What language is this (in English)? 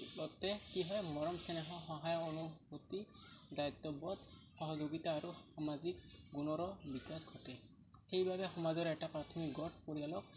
Assamese